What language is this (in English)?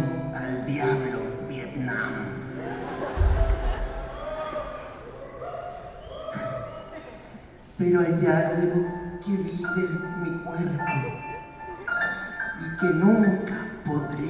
Spanish